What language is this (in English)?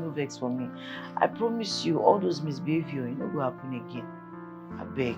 Nigerian Pidgin